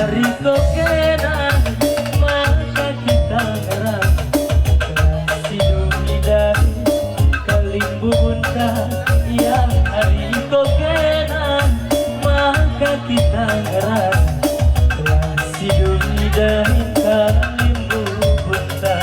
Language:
Batak Karo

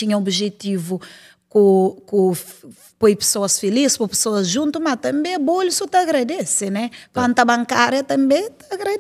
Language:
Kabuverdianu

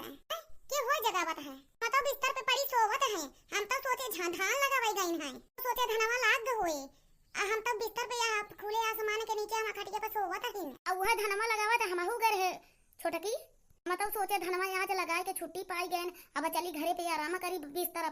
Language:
Awadhi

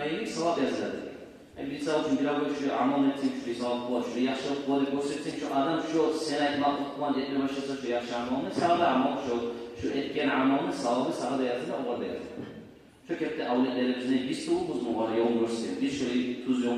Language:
Kumyk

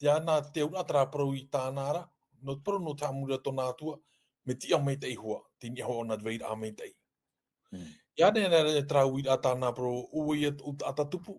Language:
Tahitian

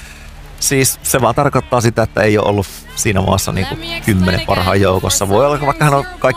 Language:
Finnish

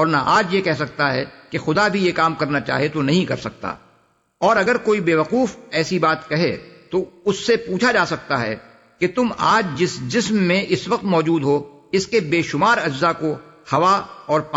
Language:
Urdu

